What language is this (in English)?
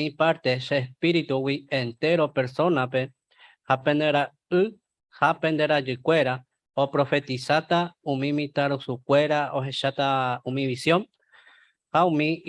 Guarani